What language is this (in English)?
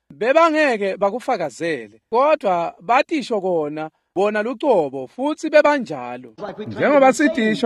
Swati